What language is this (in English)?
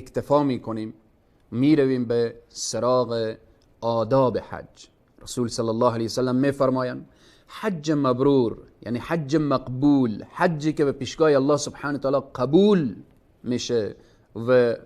Persian